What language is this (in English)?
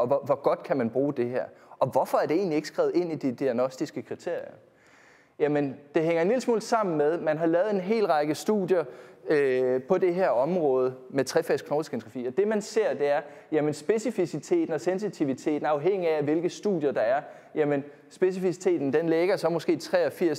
Danish